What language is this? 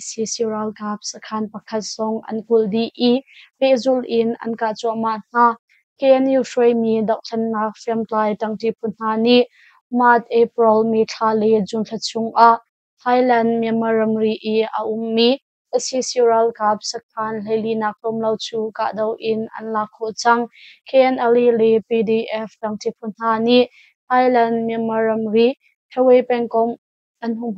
Hakha Chin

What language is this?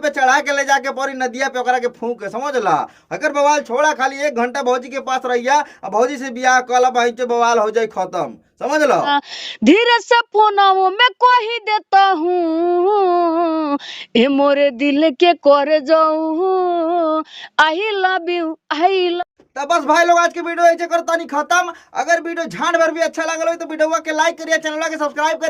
Bhojpuri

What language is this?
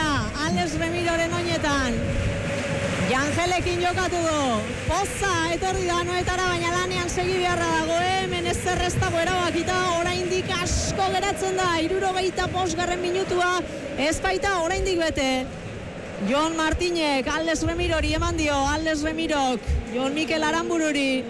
Basque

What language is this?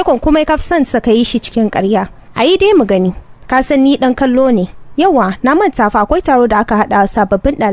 Hausa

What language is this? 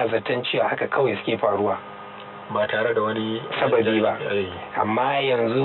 Hausa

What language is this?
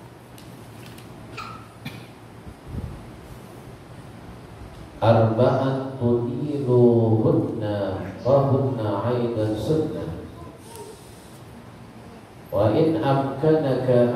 Indonesian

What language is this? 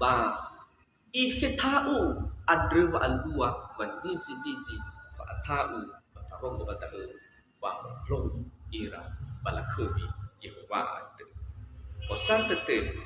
Nias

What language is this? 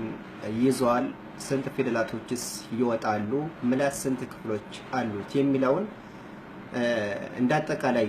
Amharic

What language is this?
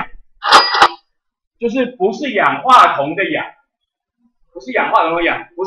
Chinese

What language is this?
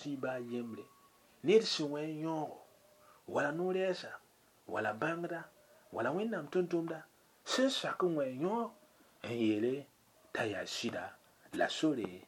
Mossi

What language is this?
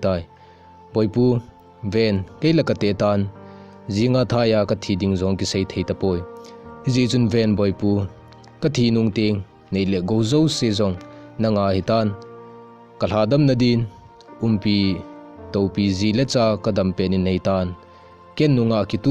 Thado Chin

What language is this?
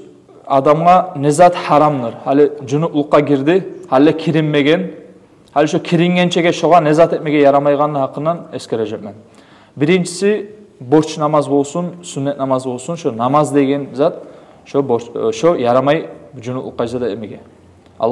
Kumyk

